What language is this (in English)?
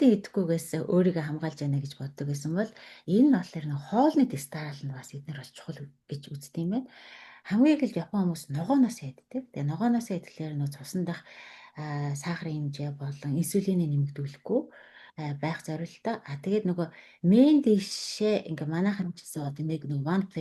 Mongolian